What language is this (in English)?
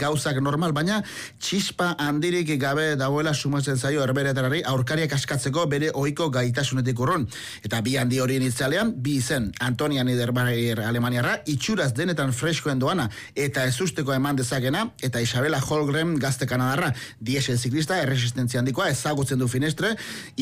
Basque